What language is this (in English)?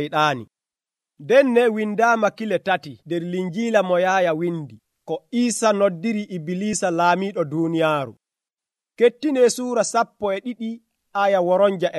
Nigerian Fulfulde